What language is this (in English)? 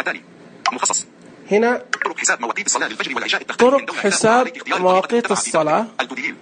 Najdi Arabic